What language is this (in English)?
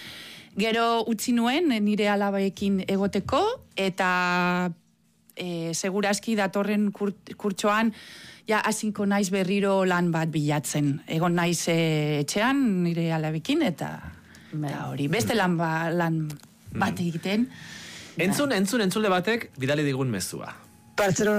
Basque